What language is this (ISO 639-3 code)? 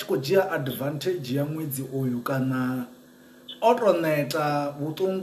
ven